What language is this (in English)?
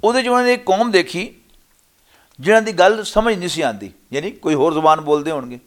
Western Panjabi